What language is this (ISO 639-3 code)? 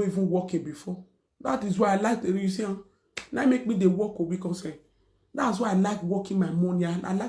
pcm